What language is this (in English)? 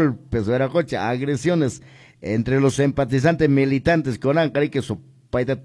Quechua